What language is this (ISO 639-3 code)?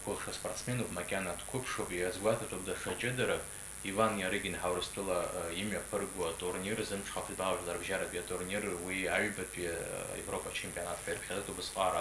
abk